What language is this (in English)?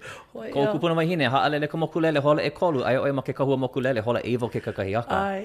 Hawaiian